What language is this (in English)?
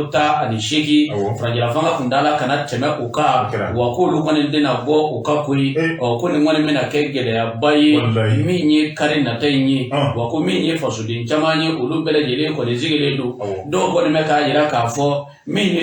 Bambara